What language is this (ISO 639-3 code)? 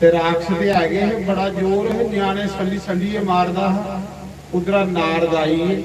doi